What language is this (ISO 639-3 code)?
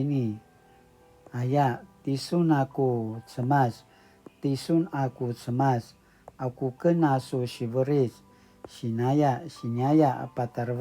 pwn